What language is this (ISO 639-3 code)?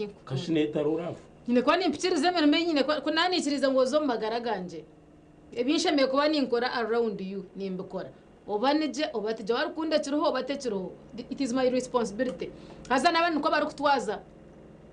nyn